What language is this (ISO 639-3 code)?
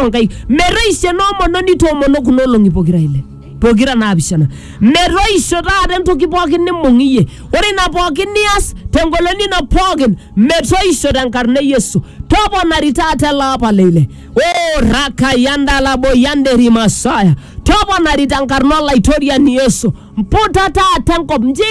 mas